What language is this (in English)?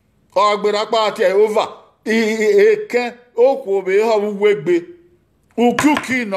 Bini